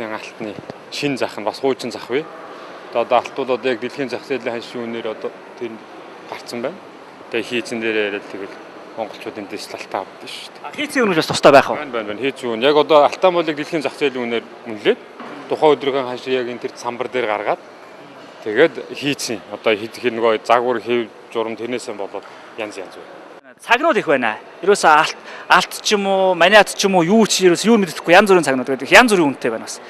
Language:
Mongolian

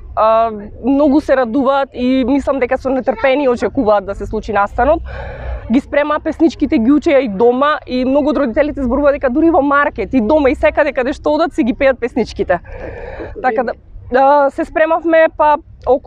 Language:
Macedonian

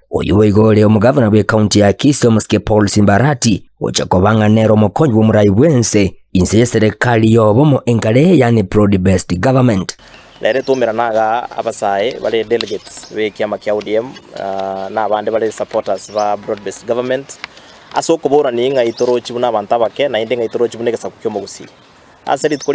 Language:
Gusii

